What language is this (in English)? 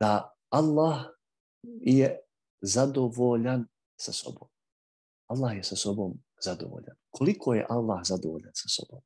Bosnian